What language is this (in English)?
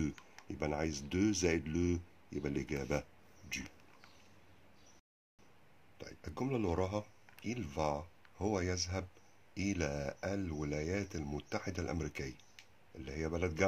Egyptian Arabic